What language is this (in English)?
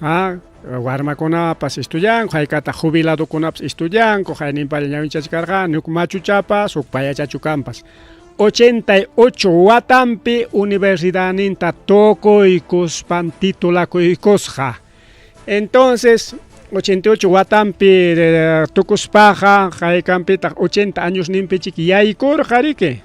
Ayacucho Quechua